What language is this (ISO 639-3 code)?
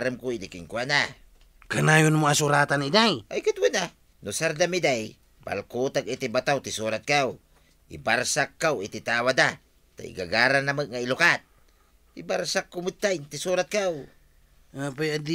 ilo